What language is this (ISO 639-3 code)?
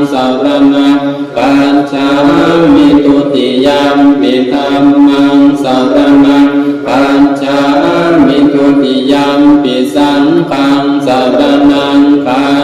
pli